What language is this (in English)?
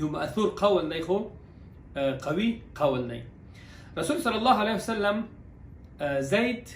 Pashto